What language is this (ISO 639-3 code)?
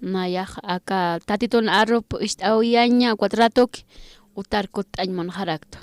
aym